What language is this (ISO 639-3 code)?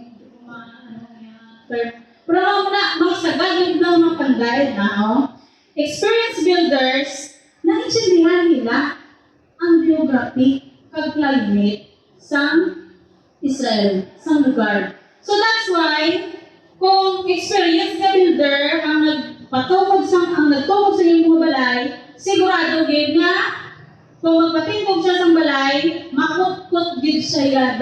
hil